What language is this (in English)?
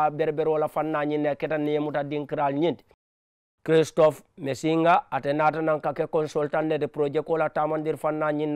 Mandingo